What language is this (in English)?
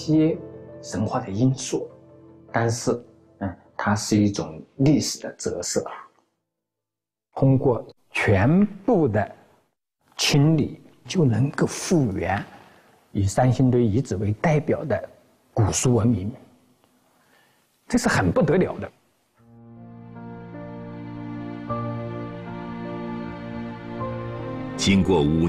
Chinese